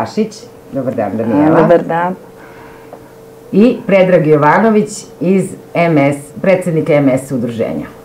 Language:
Serbian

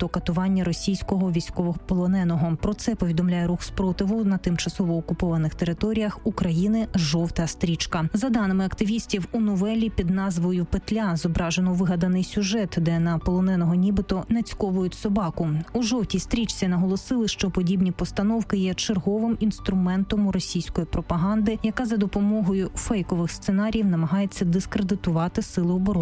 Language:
Ukrainian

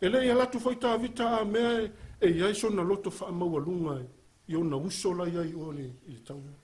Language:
Samoan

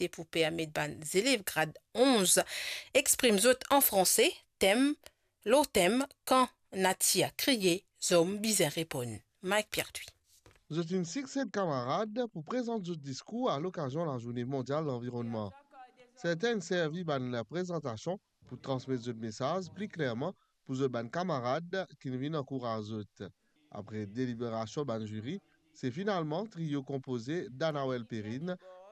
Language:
Morisyen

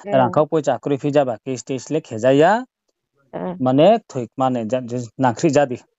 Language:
Riang (India)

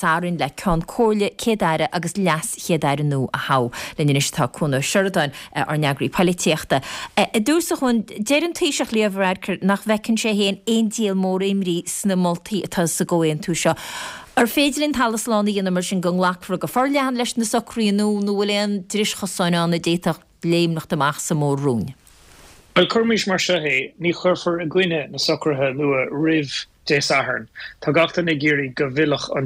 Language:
Irish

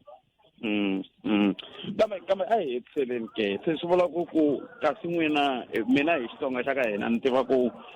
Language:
Tsonga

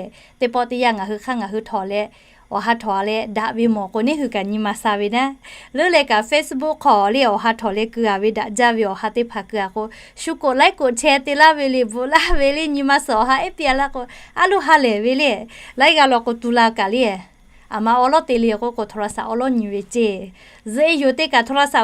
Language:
Lahu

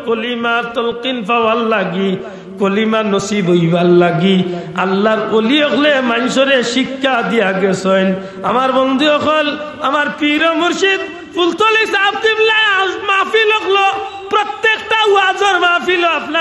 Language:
Sylheti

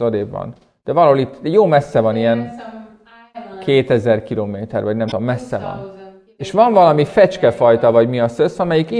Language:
Hungarian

